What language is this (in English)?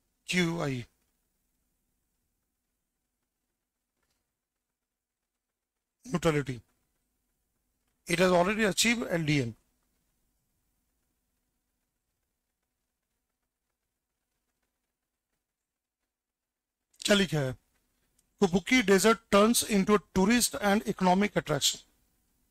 Hindi